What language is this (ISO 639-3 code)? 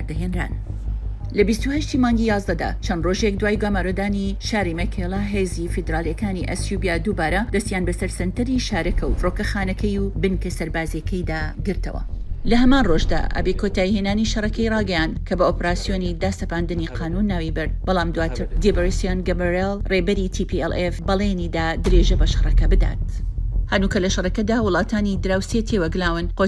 ckb